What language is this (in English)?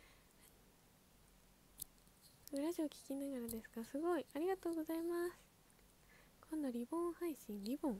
Japanese